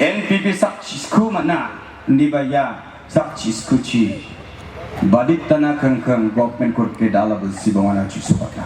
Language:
Garo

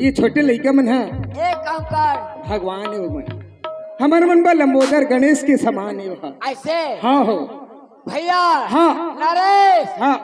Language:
Chhattisgarhi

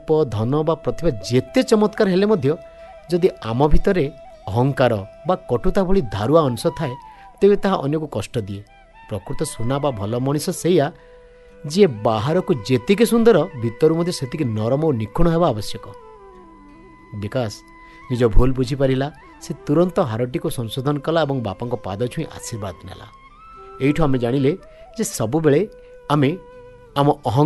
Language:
Odia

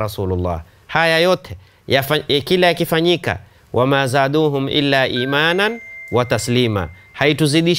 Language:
Swahili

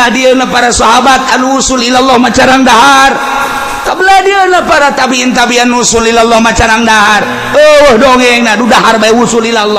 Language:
Sundanese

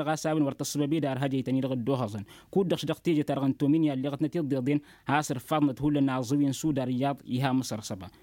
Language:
Tamasheq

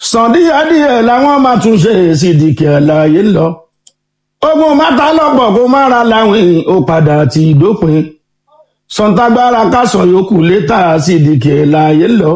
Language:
Yoruba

